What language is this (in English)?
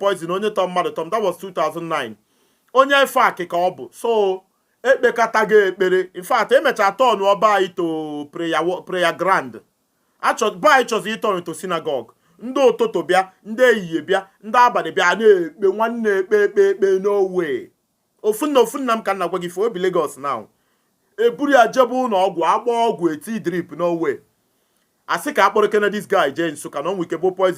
Igbo